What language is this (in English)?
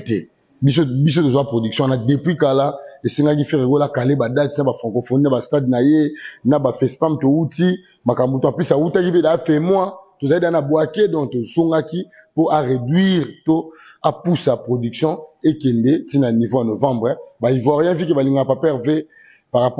Lingala